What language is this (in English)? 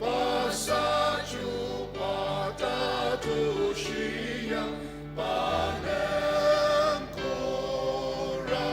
Ao Naga